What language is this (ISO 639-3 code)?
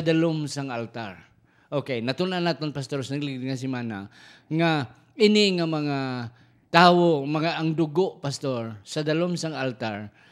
hil